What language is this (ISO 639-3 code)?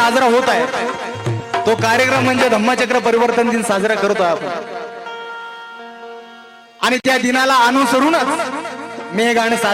mar